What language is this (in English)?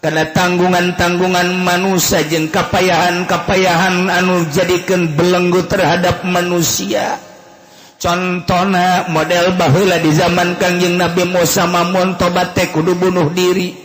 Sundanese